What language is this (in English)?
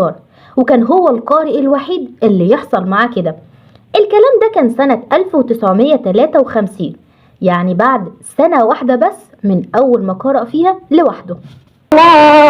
Egyptian Arabic